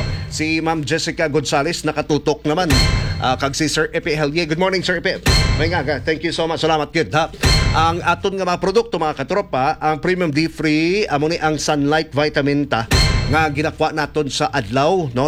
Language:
Hiligaynon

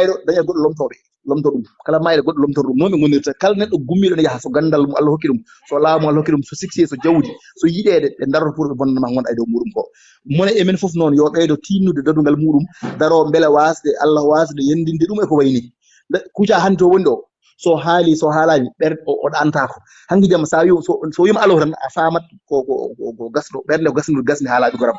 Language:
Fula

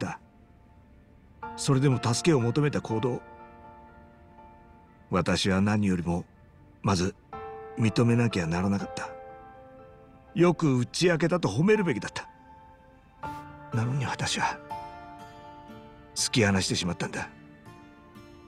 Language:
Japanese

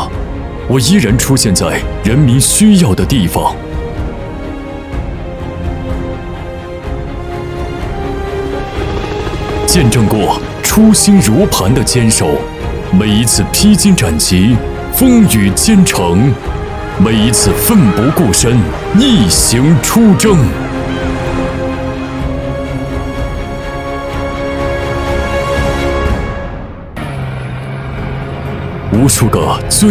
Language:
Chinese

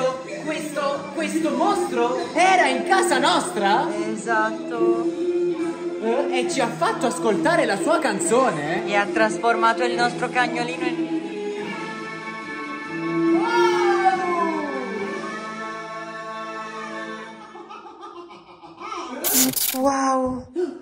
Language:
Italian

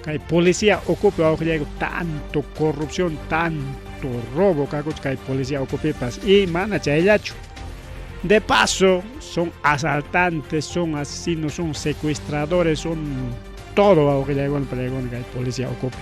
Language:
Ayacucho Quechua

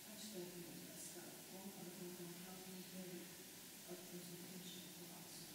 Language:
Faroese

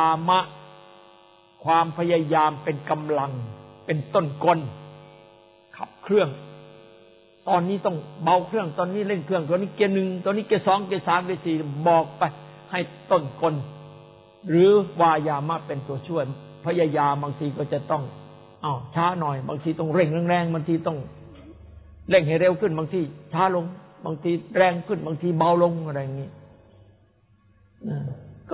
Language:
Thai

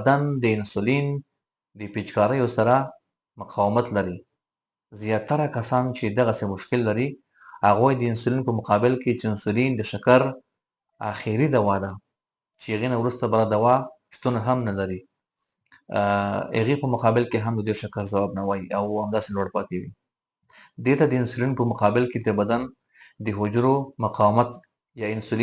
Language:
Pashto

